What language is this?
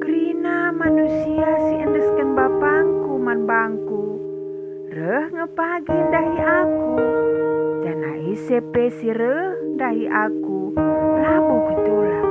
Batak Karo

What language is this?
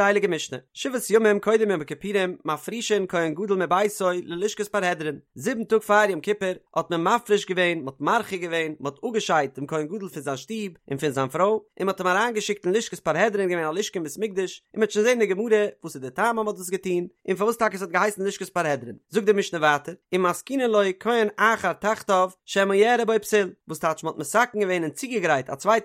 Yiddish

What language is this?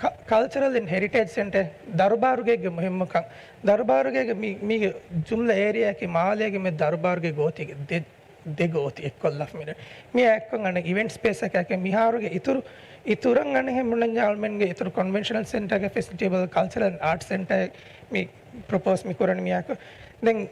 Divehi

